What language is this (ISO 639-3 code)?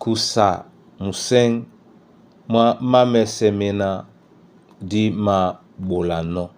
dua